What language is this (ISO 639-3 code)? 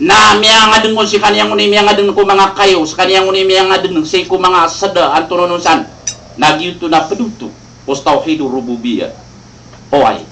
mrw